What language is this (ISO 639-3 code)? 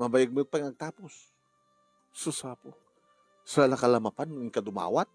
ilo